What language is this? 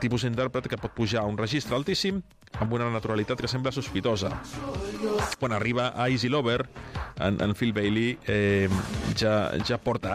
Catalan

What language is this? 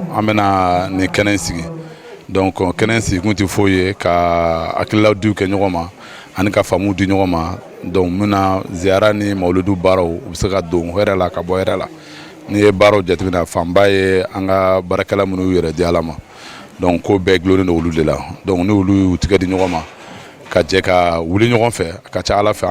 Bambara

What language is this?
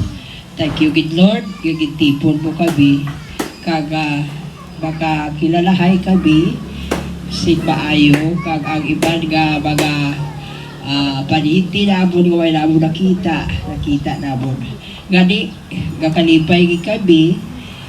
Hiligaynon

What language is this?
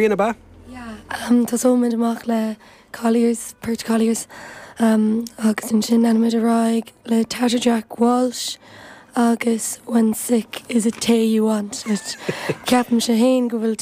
Irish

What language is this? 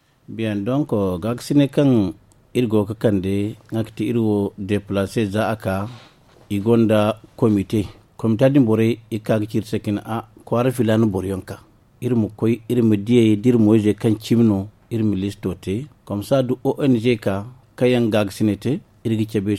Zarma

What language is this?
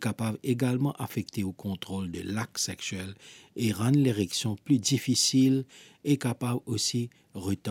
Morisyen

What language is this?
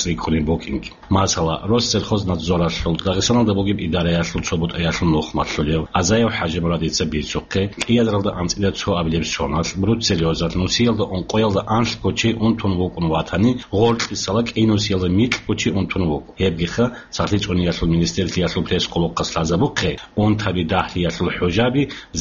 Avaric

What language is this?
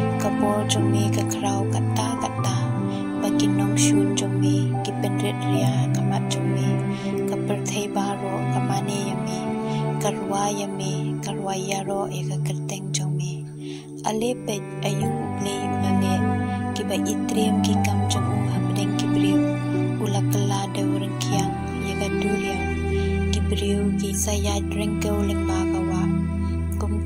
Khasi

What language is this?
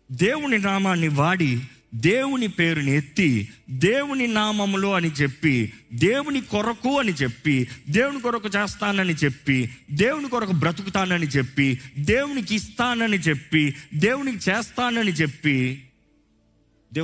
Telugu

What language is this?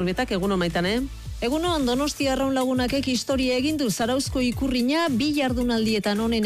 Basque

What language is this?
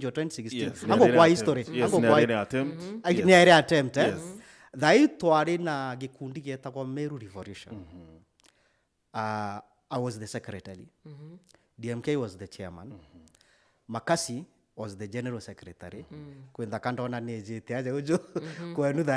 Meru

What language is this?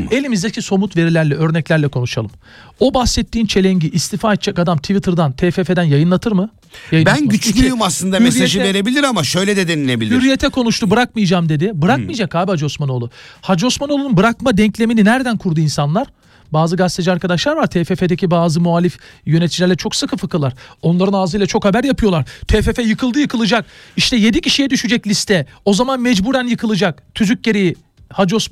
Turkish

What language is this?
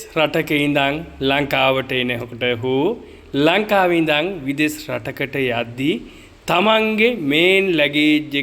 Sinhala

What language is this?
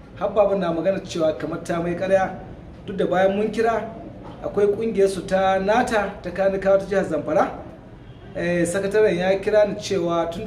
Hausa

